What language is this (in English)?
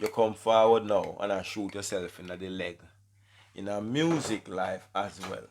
Jamaican Creole English